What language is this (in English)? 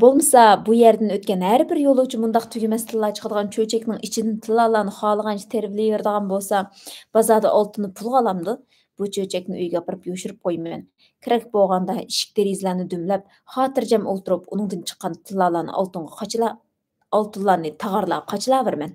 Uyghur